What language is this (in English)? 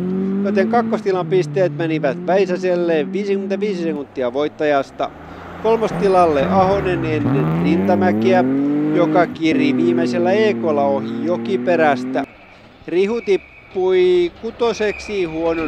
Finnish